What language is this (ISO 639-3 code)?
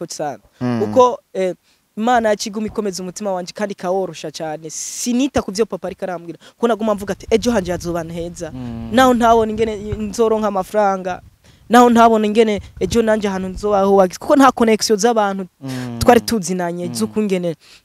run